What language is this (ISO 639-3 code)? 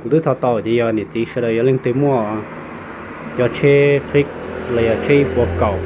hmn